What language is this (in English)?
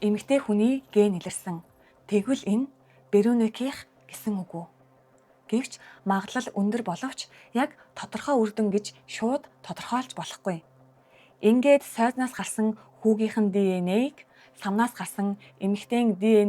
Mongolian